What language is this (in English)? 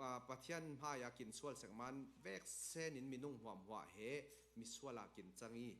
Falam Chin